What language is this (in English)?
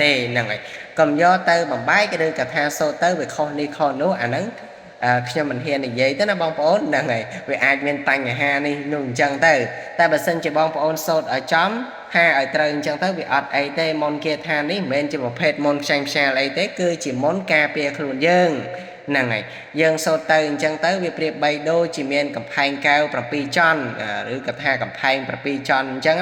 Khmer